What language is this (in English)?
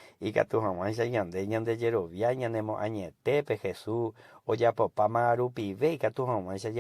Guarani